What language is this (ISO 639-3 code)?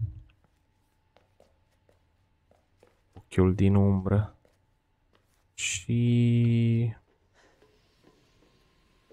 ron